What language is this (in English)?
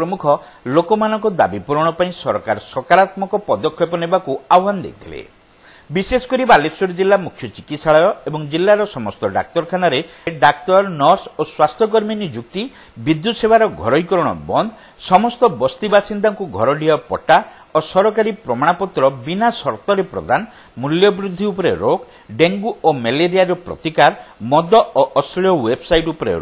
Odia